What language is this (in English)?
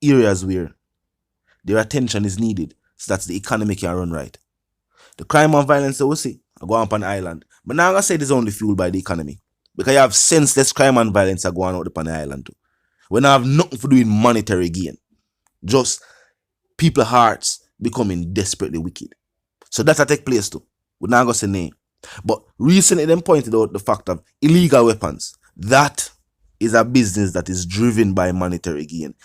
Jamaican Creole English